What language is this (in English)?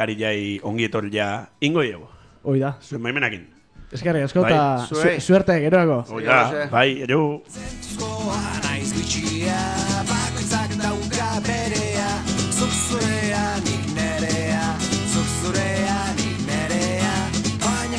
Basque